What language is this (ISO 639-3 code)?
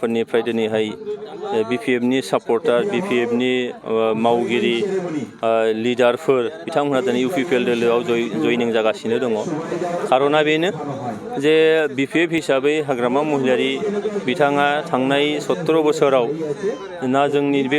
brx